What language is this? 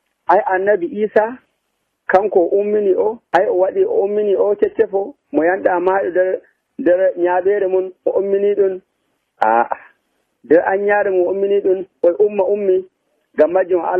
Nigerian Fulfulde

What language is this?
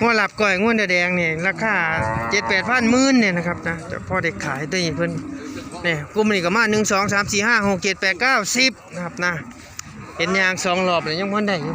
Northeastern Thai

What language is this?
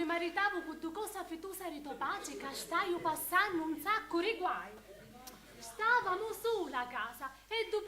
Sicilian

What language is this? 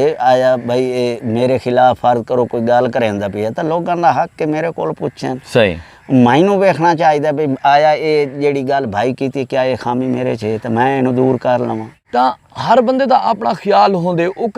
Saraiki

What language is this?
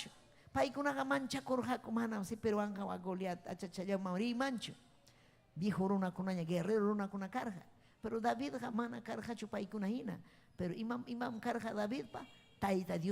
Ayacucho Quechua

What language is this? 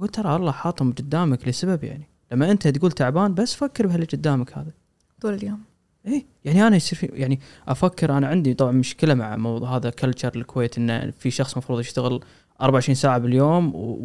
Gulf Arabic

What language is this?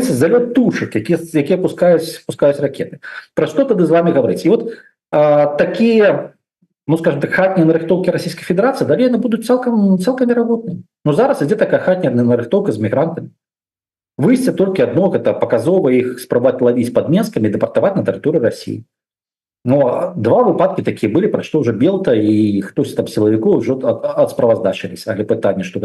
Belarusian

